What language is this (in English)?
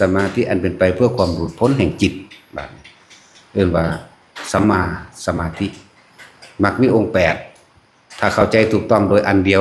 Lao